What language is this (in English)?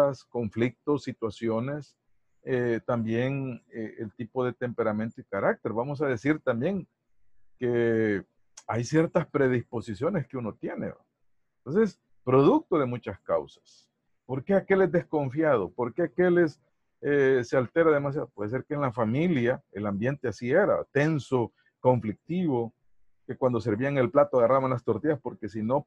Spanish